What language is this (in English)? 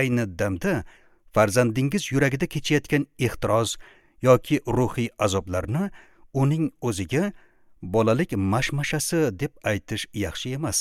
Uzbek